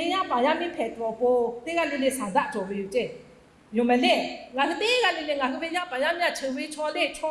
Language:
Lahu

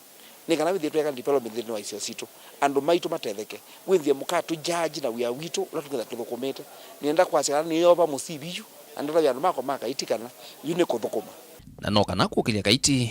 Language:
Kamba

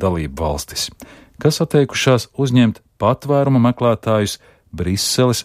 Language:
Latvian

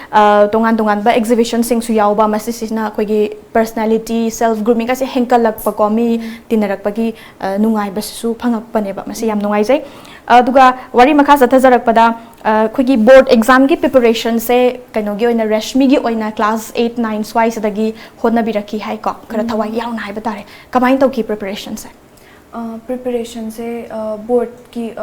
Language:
Manipuri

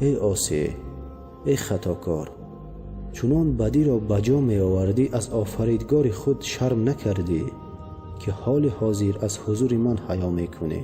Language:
Tajik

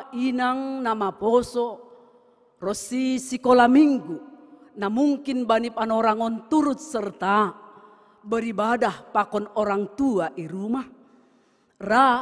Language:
Batak Simalungun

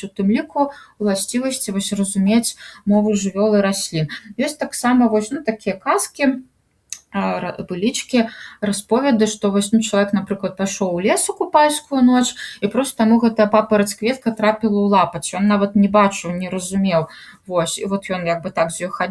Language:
Belarusian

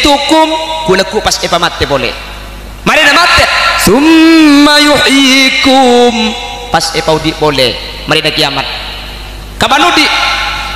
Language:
Madurese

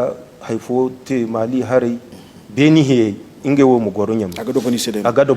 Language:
Zarma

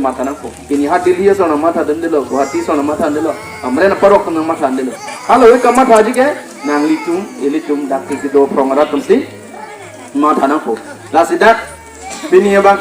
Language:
Karbi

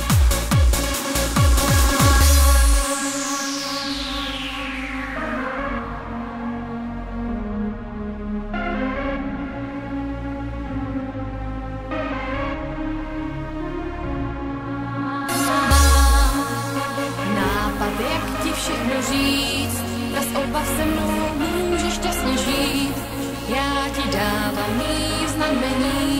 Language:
Czech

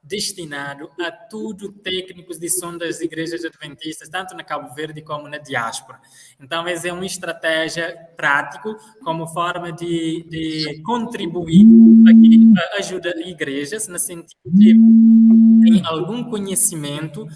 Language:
Kabuverdianu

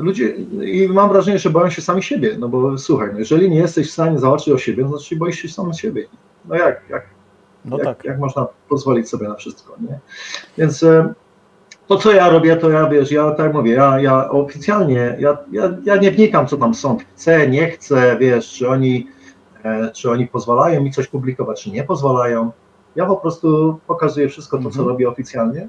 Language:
Polish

